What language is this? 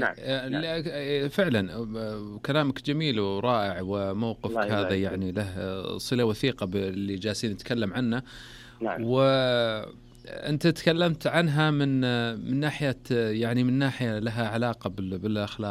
Najdi Arabic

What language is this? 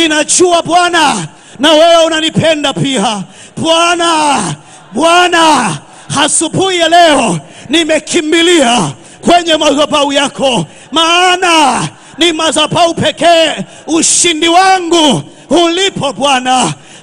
Swahili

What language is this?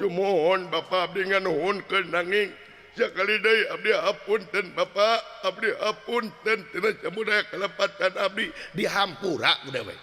Sundanese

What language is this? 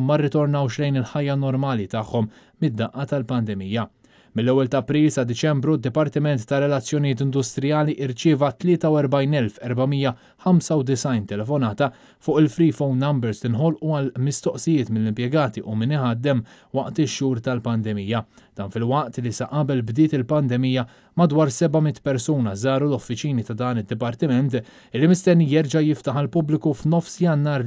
Maltese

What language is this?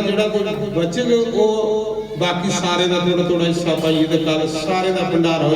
Dogri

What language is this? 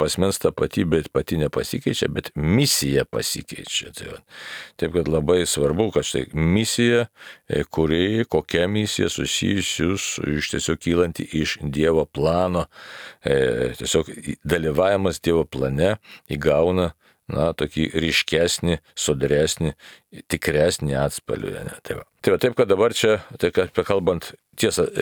Lithuanian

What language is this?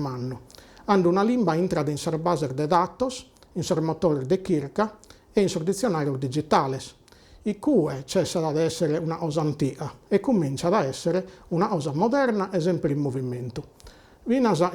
Sardinian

